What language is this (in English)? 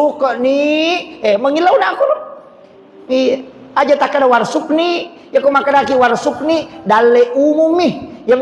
Buginese